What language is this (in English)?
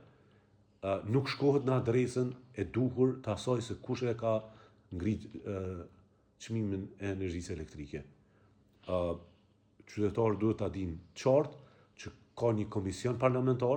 Albanian